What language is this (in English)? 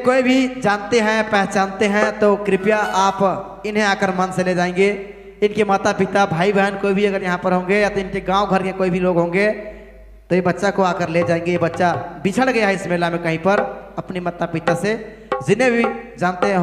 Sadri